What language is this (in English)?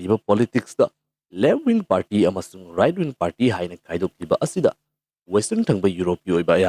Manipuri